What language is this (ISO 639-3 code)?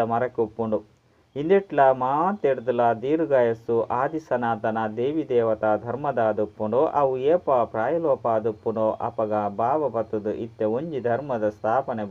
tcy